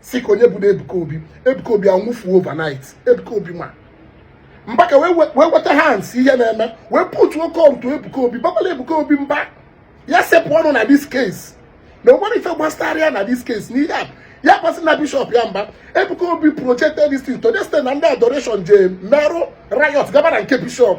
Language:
Igbo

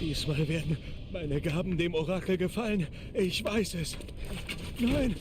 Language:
Bavarian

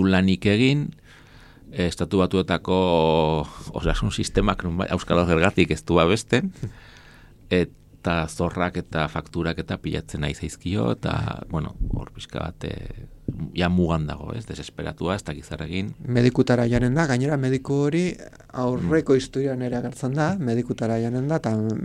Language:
Basque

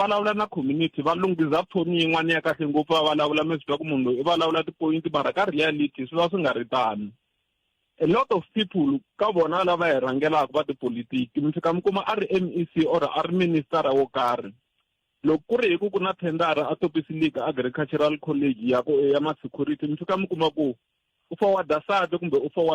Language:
Tsonga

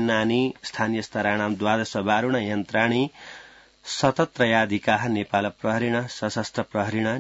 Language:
Sanskrit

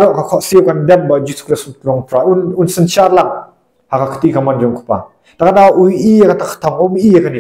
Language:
Khasi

